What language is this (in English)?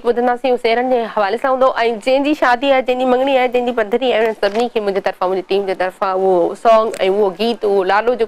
Sindhi